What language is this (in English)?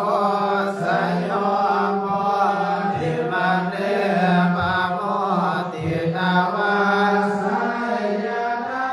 Pali